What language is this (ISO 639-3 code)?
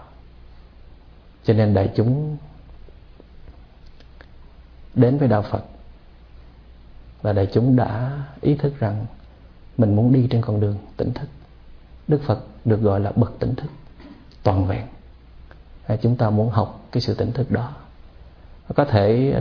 vie